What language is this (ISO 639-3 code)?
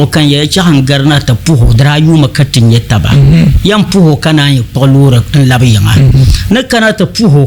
dag